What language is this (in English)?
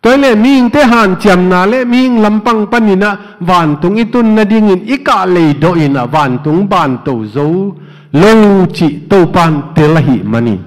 Tedim Chin